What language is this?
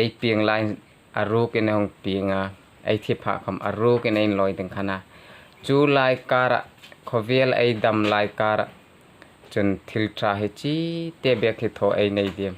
Hmar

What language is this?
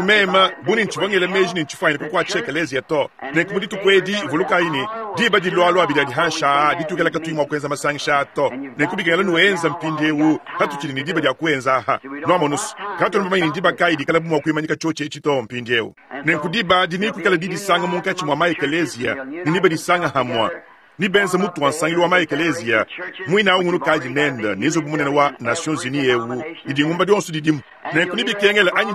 Luba-Lulua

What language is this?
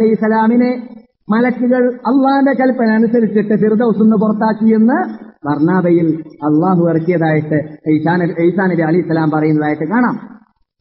Malayalam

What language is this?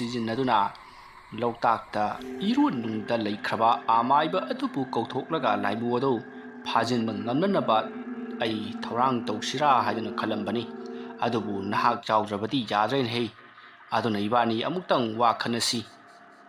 Manipuri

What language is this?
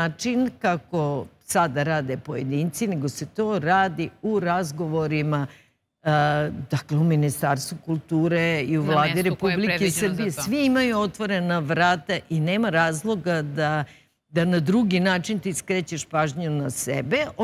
Serbian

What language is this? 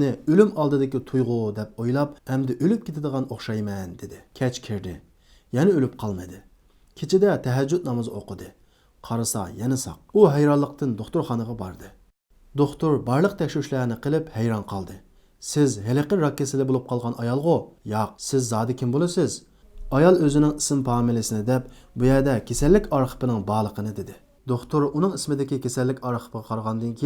Uyghur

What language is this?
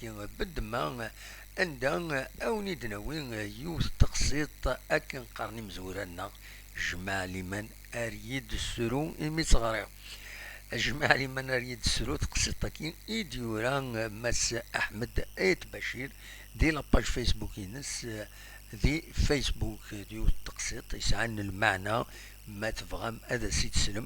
Kabyle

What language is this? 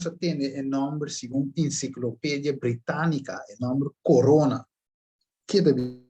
Papiamento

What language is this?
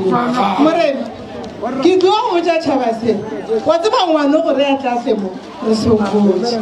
Northern Sotho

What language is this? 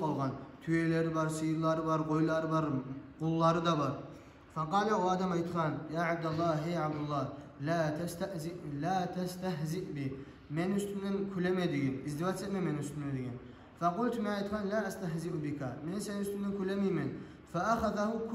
Kumyk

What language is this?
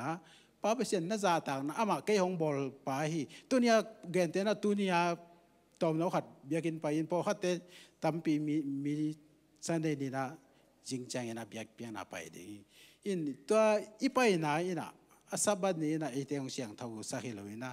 Tedim Chin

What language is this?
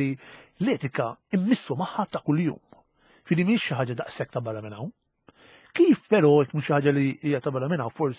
Maltese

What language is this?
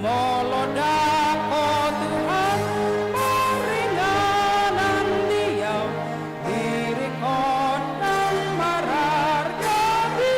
Batak Toba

